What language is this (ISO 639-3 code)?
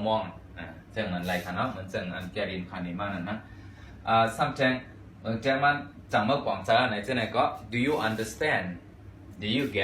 shn